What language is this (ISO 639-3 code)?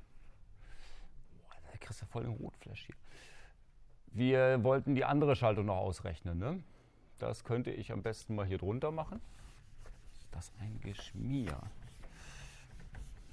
deu